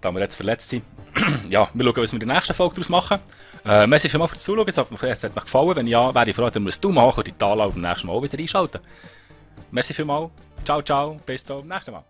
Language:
Swiss German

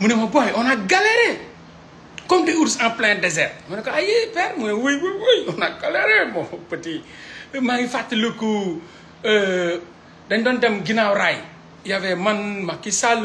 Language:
Wolof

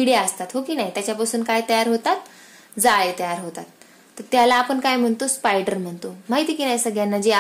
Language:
Marathi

